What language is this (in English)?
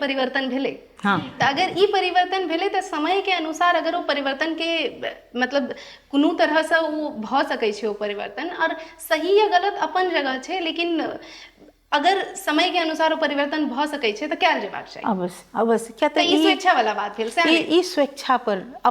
Maithili